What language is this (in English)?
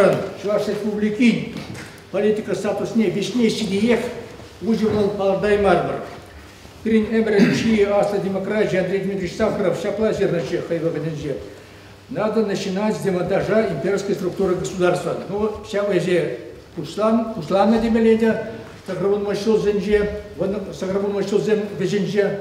Chuvash